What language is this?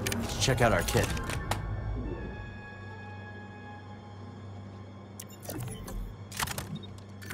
English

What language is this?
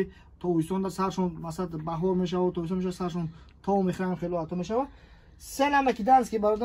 Tajik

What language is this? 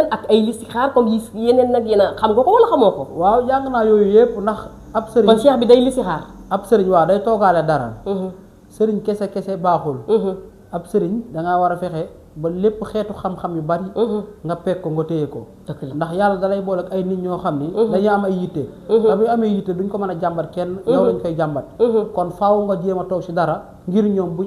Wolof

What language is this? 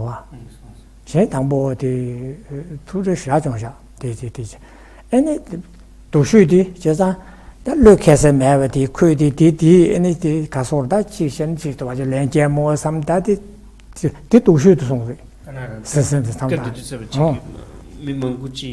Tibetan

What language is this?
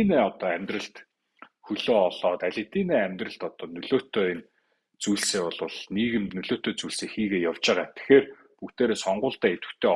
Mongolian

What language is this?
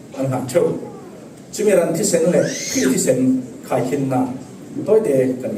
Falam Chin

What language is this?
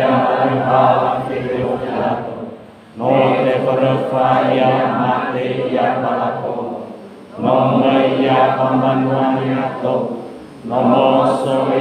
Nias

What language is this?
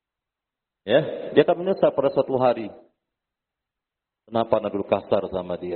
Indonesian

